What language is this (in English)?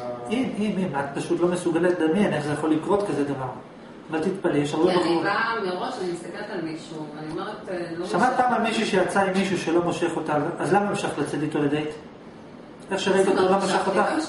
Hebrew